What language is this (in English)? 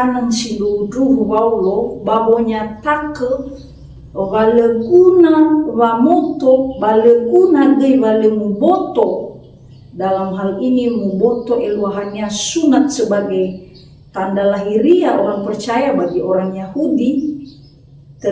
Nias